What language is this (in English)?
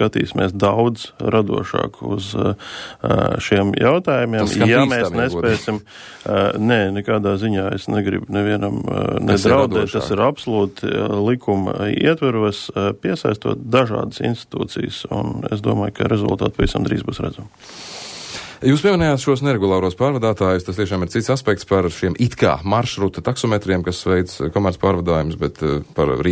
Latvian